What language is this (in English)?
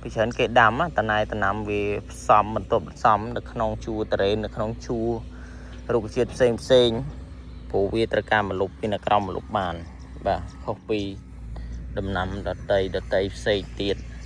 Khmer